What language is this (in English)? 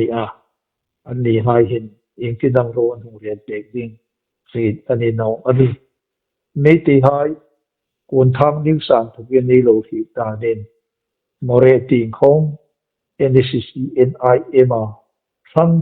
Hmar